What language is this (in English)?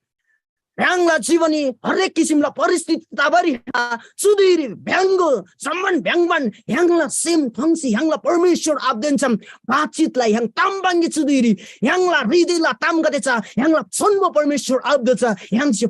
Eastern Tamang